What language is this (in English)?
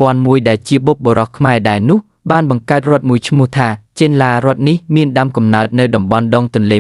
Khmer